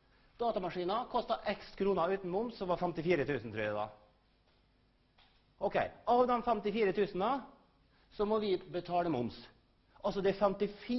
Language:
Norwegian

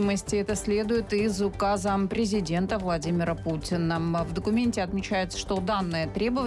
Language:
Russian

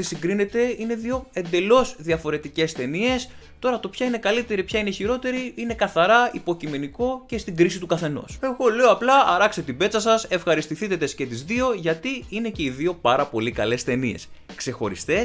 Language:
Greek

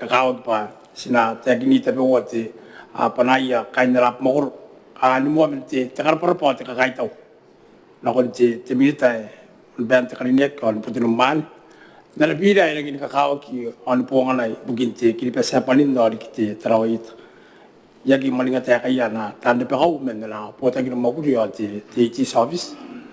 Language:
Gilbertese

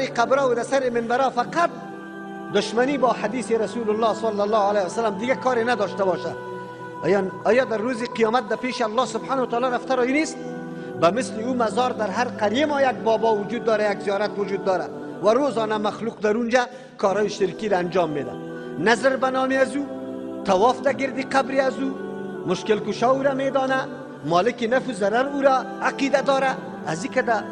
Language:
Tajik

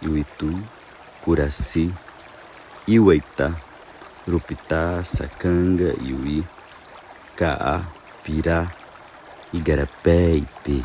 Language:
Nheengatu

